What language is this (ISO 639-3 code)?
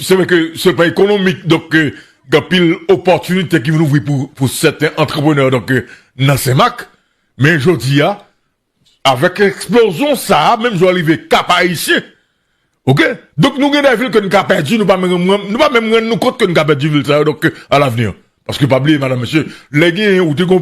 hat